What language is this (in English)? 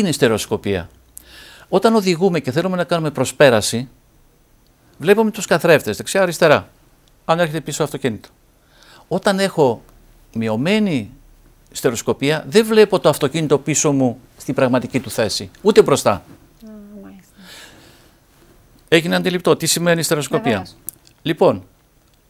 Greek